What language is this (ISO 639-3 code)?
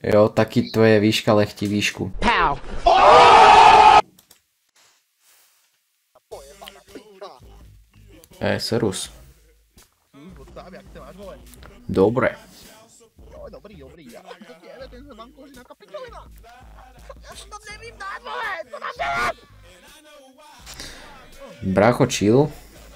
slk